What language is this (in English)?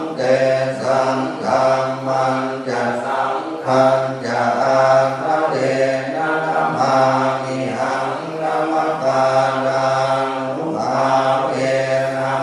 Pali